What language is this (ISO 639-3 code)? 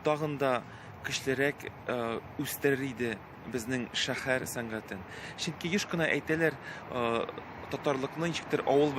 tat